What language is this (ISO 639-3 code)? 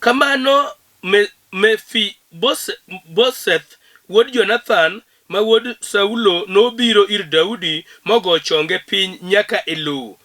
luo